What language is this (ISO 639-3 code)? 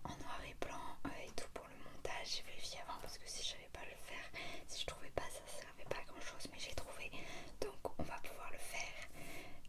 fra